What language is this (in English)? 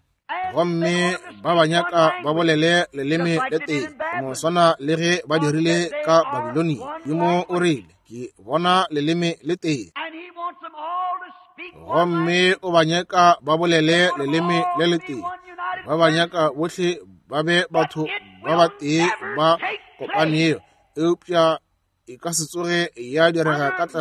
Northern Sotho